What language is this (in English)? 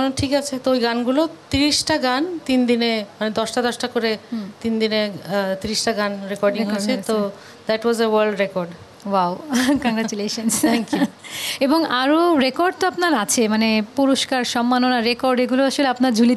Bangla